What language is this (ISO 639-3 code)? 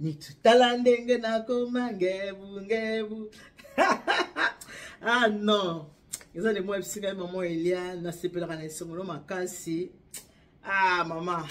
lin